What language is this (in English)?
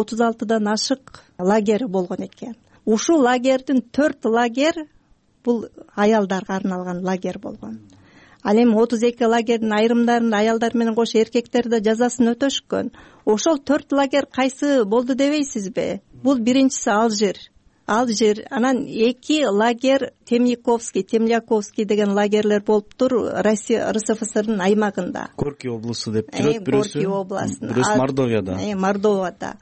Kyrgyz